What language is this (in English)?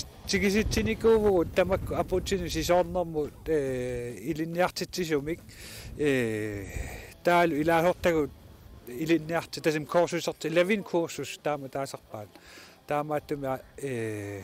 Kalaallisut